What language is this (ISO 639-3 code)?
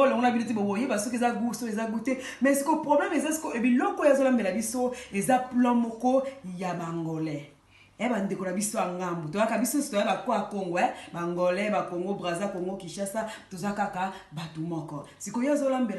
lin